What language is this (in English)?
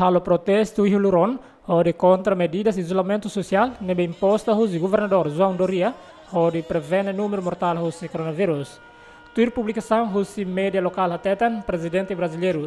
Tetum